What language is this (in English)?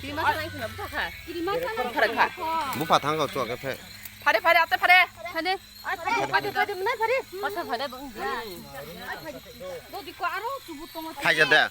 Kok Borok